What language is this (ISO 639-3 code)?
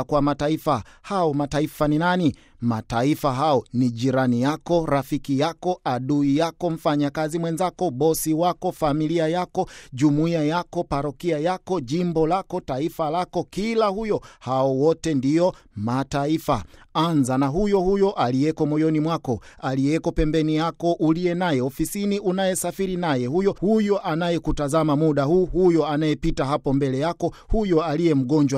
swa